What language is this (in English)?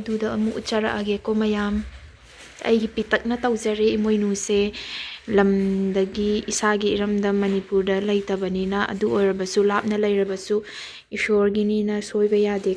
Manipuri